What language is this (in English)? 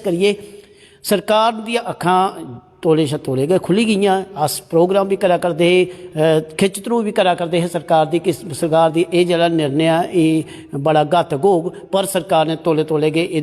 Dogri